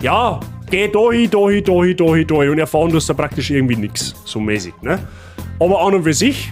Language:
Bavarian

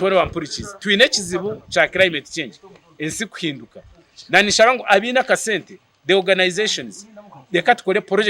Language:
Nyankole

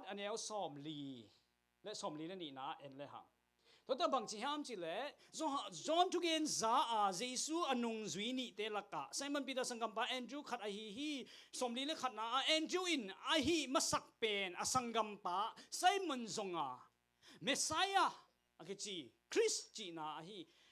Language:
Tedim Chin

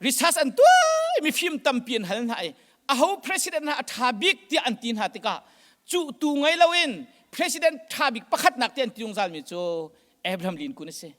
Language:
Hakha Chin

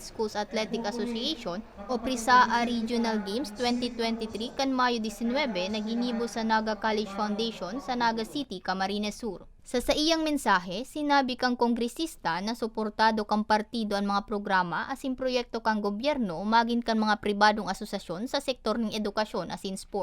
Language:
Bikol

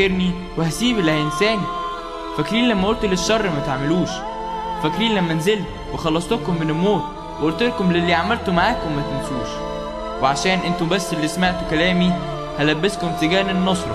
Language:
Egyptian Arabic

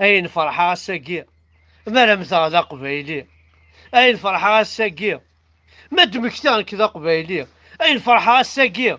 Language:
Kabyle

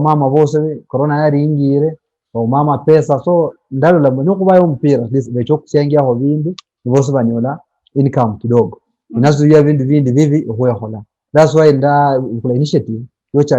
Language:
Luyia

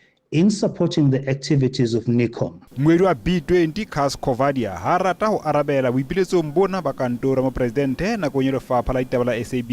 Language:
Southern Sotho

